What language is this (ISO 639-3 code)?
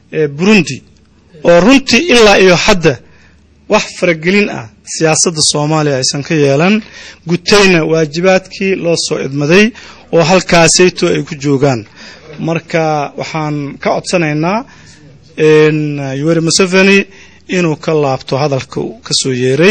som